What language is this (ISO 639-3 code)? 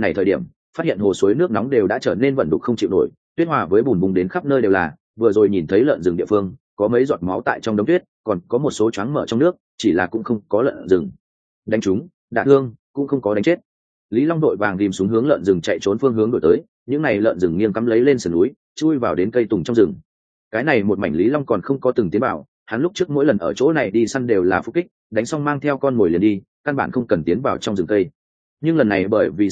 vie